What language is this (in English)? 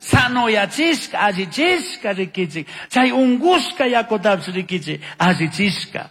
Chimborazo Highland Quichua